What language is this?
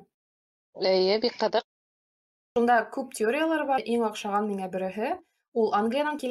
Bashkir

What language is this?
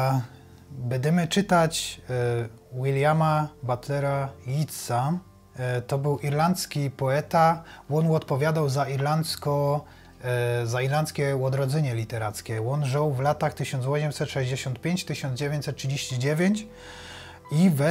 Silesian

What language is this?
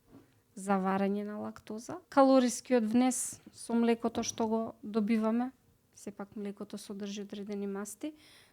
Macedonian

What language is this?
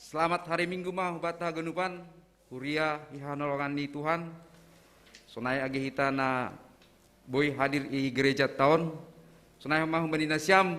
Batak Simalungun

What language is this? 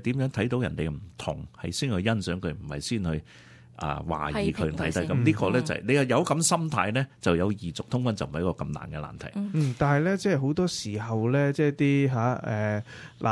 Cantonese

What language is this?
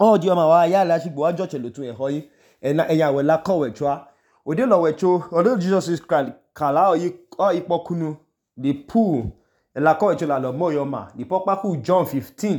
Idoma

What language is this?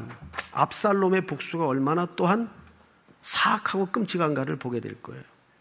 Korean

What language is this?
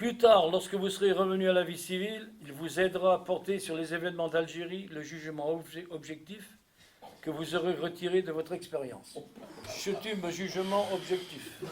Breton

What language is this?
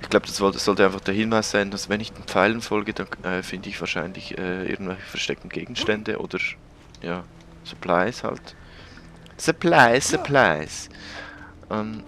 Swiss German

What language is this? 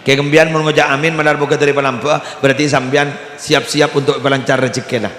Madurese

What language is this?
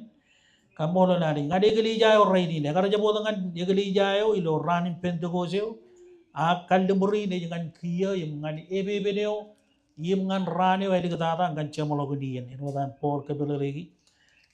Marshallese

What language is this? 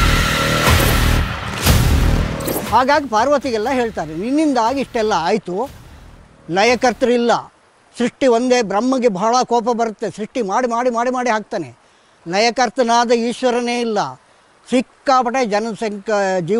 Kannada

